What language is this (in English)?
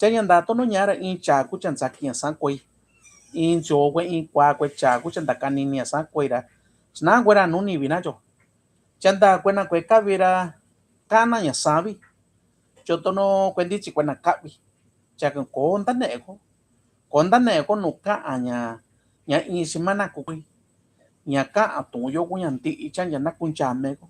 Mixtepec Mixtec